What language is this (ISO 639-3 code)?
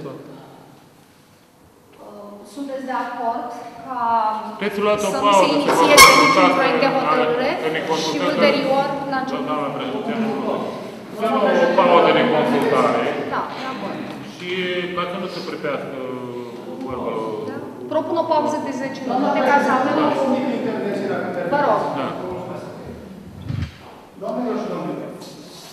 ron